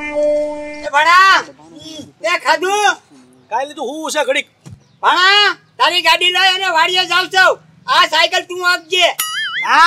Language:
Gujarati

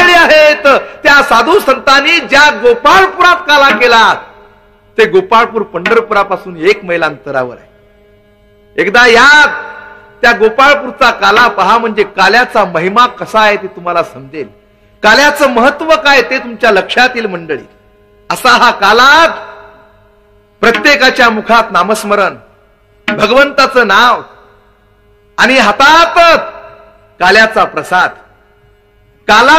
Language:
Marathi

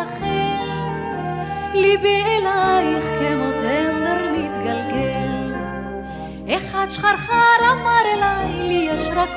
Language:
Hebrew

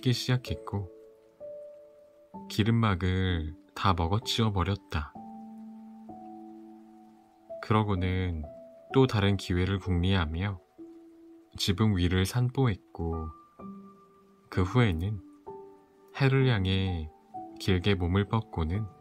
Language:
Korean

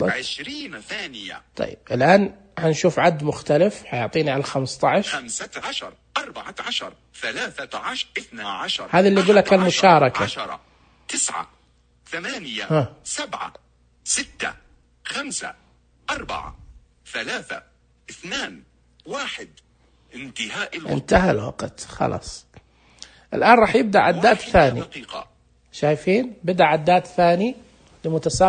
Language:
Najdi Arabic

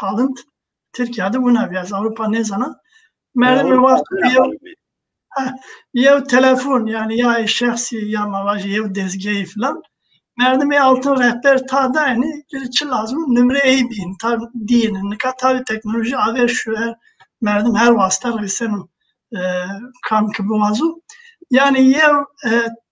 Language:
Zaza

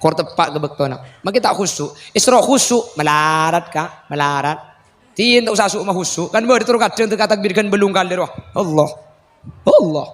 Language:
Madurese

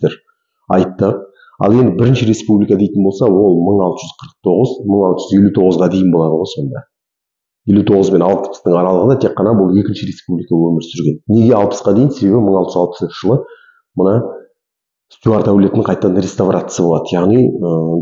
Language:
Kazakh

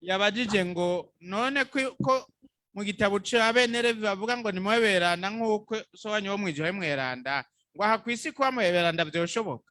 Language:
Rundi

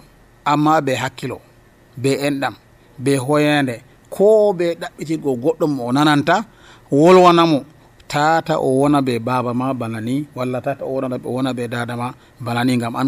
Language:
Nigerian Fulfulde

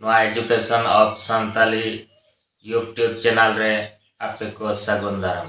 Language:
Santali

